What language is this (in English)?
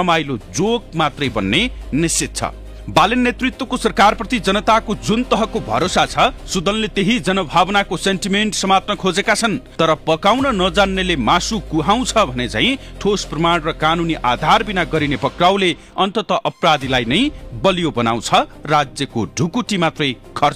Nepali